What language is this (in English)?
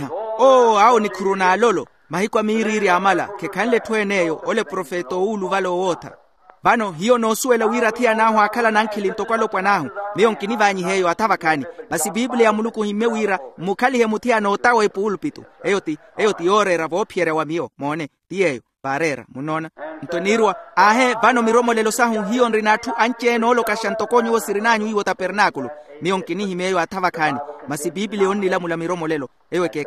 Makhuwa